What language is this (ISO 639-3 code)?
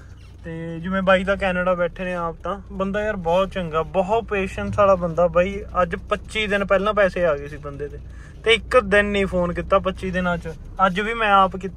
pan